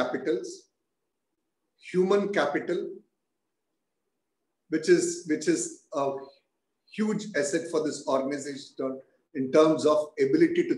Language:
English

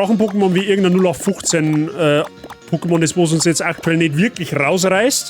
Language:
Bavarian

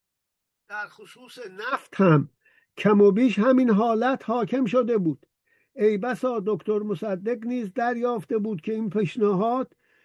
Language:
Persian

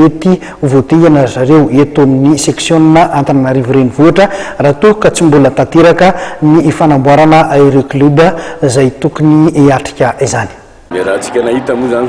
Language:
Malagasy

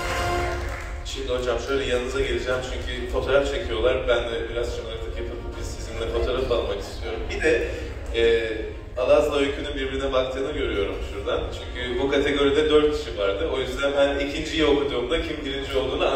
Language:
Turkish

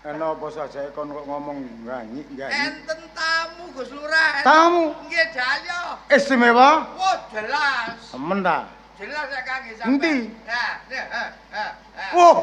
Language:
Javanese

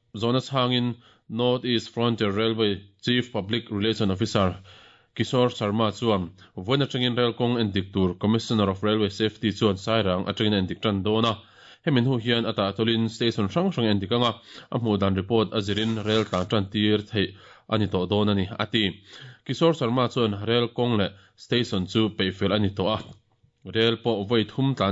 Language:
Mizo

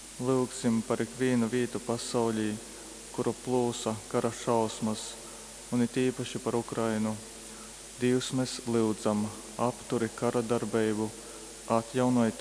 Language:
Latgalian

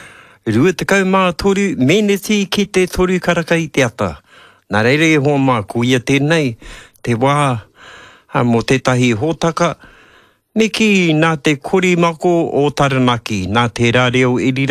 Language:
Māori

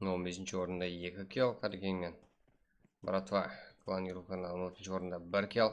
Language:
Kara-Kalpak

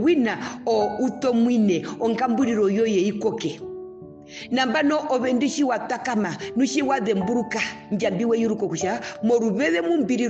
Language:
Herero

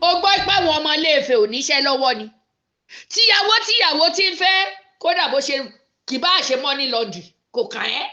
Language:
Yoruba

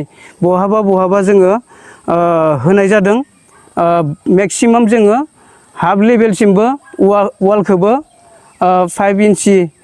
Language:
Bodo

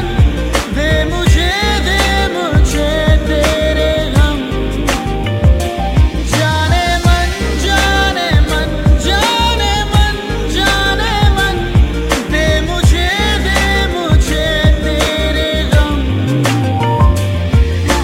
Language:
Hindi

